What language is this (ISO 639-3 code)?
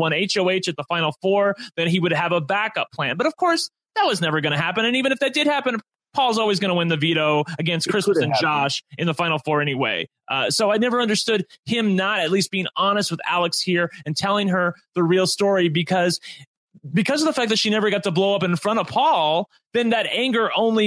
eng